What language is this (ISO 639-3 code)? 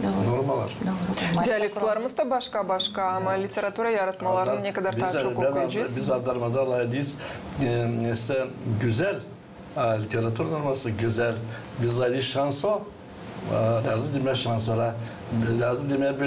gag